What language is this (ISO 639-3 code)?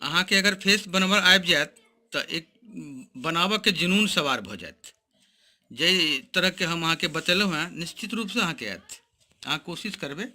mai